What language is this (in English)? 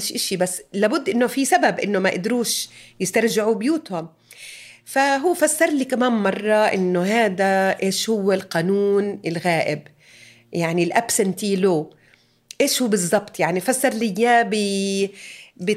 North Levantine Arabic